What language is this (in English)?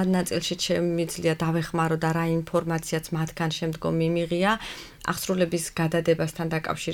Georgian